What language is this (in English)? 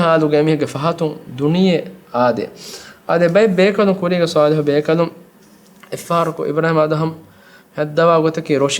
Divehi